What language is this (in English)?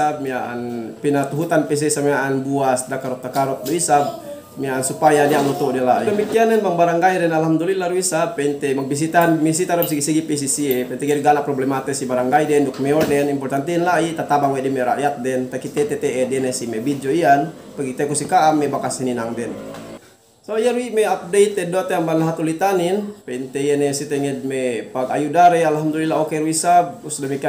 Yakan